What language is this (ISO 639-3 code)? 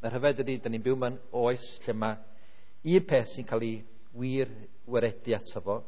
cym